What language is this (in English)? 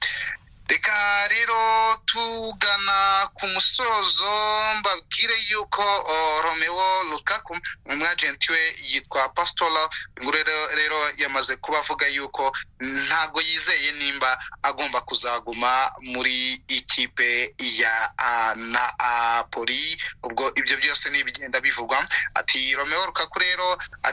Kinyarwanda